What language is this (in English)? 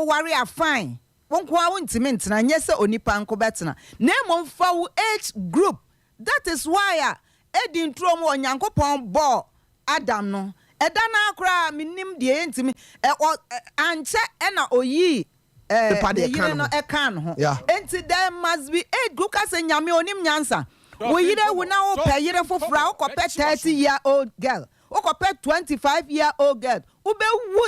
Akan